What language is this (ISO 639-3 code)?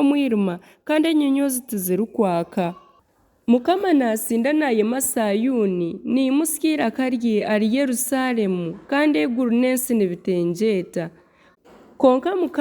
nyn